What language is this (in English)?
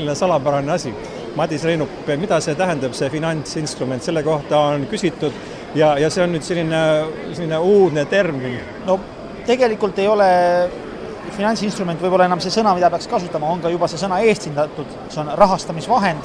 Estonian